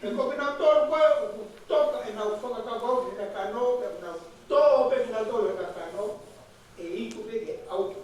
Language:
Tongan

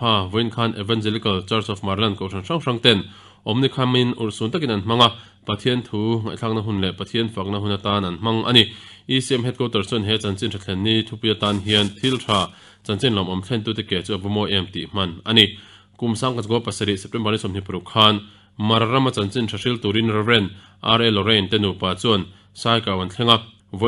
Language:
Mizo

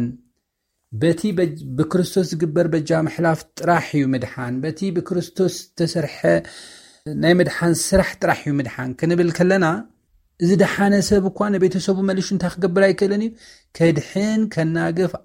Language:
Tigrinya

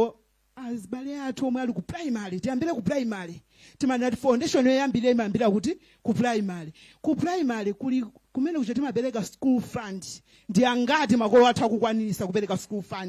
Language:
Nyanja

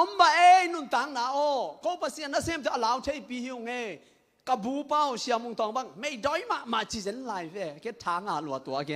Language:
Tedim Chin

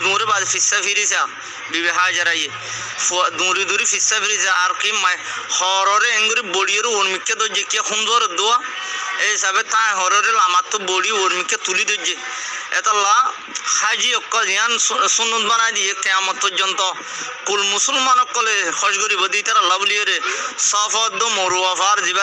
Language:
Rohingya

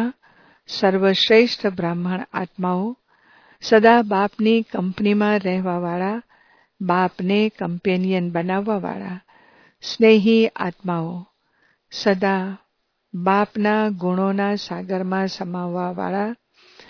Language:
Gujarati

